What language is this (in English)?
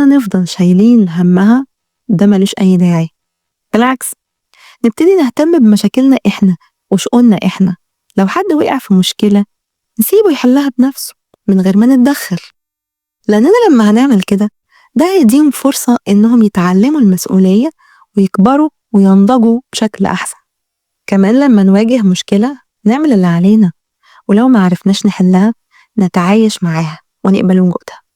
Egyptian Arabic